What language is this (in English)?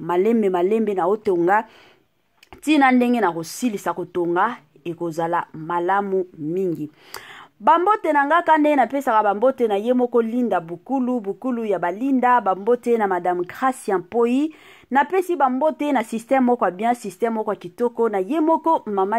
Lingala